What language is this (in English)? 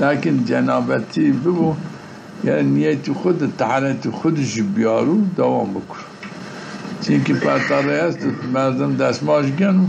Zaza